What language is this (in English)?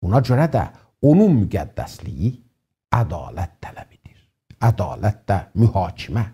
South Azerbaijani